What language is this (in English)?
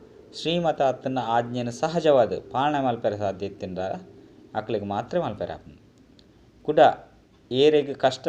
Tulu